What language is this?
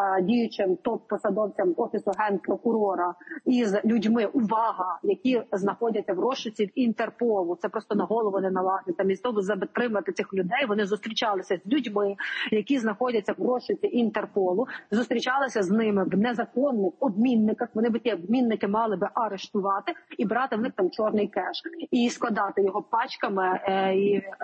Ukrainian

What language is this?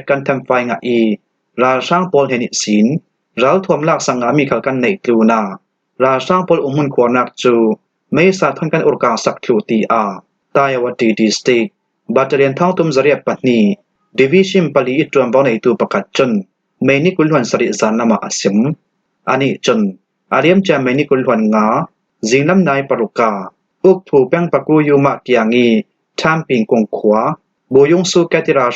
Falam Chin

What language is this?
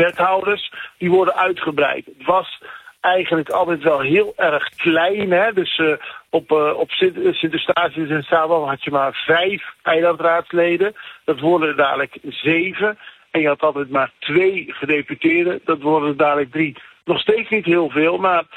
Dutch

